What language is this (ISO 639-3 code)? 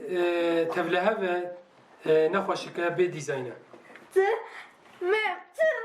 kur